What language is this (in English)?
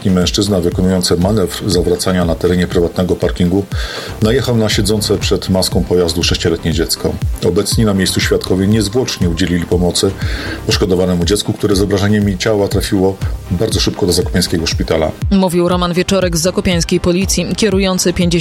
Polish